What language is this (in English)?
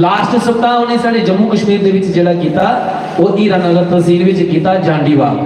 Dogri